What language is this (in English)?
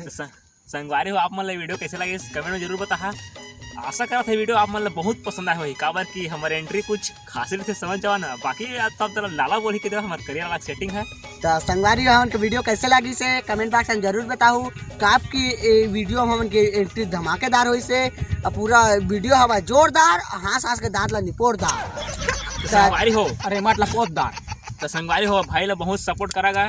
Chhattisgarhi